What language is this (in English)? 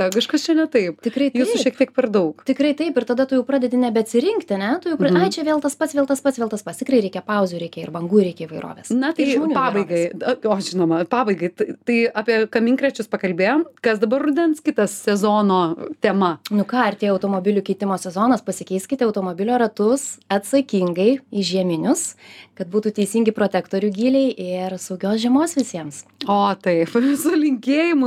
Lithuanian